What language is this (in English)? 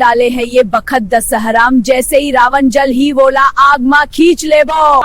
Chhattisgarhi